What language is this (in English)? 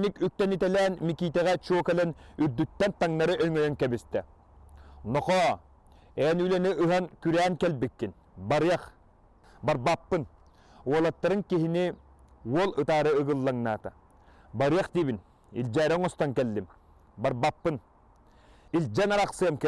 Yakut